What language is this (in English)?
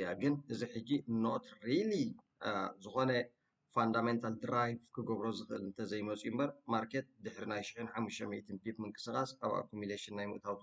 Tigrinya